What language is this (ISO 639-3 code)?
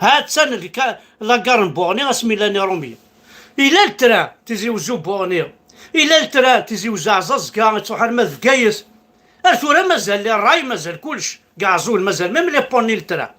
kab